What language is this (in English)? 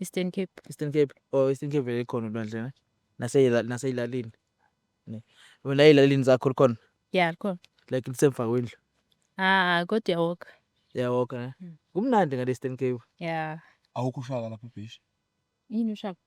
Zulu